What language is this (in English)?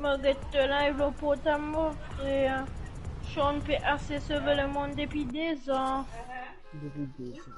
Morisyen